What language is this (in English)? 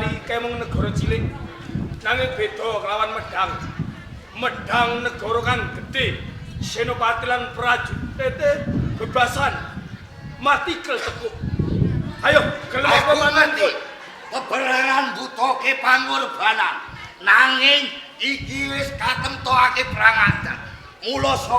Javanese